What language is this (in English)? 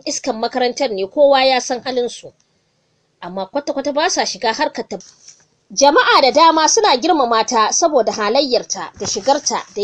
Hausa